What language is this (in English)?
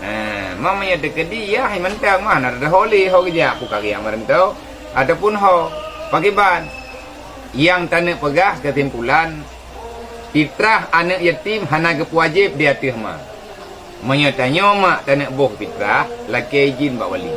Achinese